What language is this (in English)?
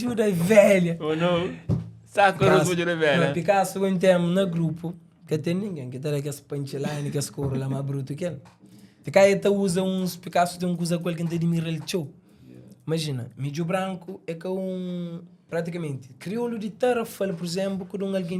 Kabuverdianu